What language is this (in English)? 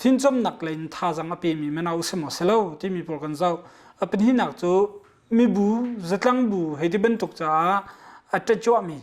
Hakha Chin